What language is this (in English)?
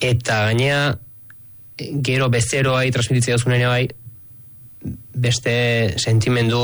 Basque